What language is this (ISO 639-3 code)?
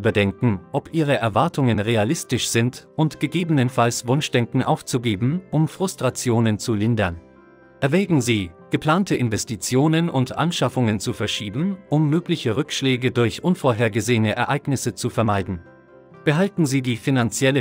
deu